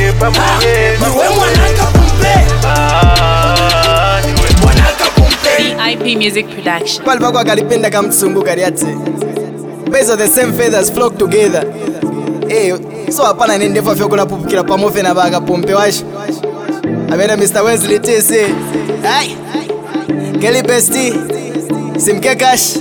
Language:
Bemba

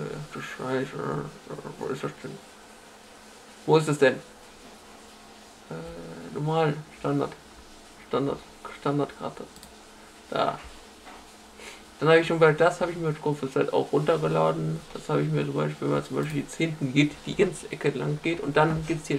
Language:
German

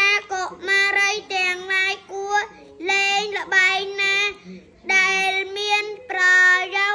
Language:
Khmer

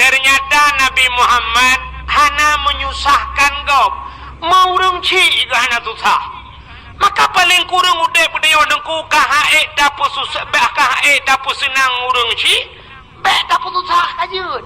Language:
Achinese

